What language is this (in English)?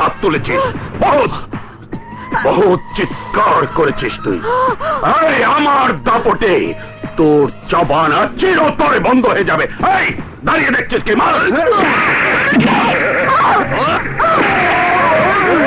Bangla